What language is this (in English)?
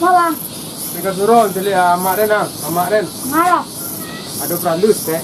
Minangkabau